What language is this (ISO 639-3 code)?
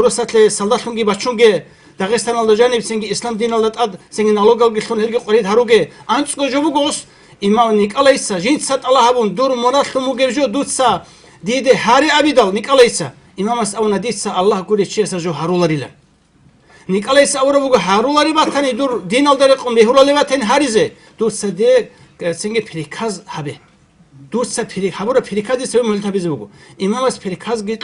ava